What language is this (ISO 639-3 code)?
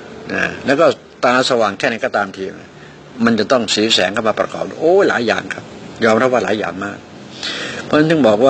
tha